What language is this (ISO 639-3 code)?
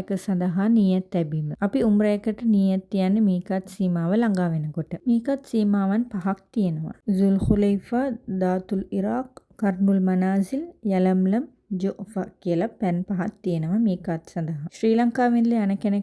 sin